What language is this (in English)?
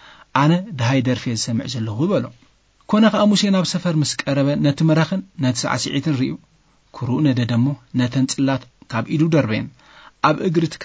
Tigrinya